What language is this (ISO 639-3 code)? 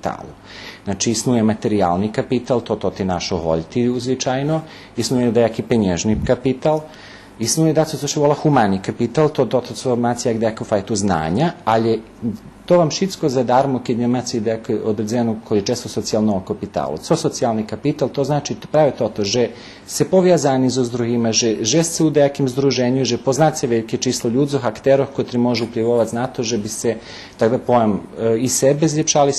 rue